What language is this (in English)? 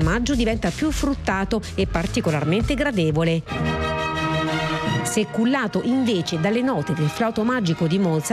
Italian